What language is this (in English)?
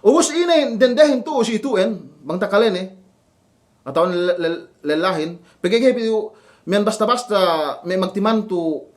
Yakan